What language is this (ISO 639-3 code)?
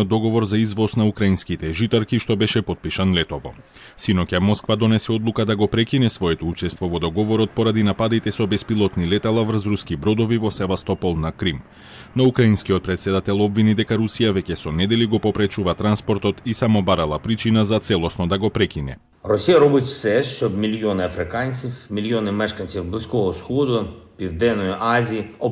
mkd